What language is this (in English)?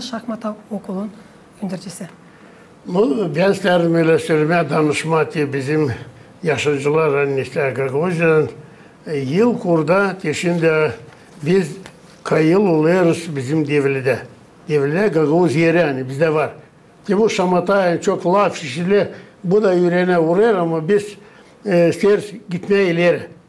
Gagauz